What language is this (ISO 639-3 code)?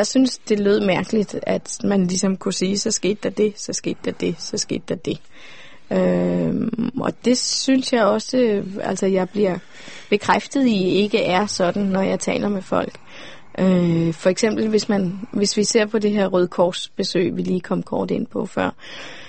dan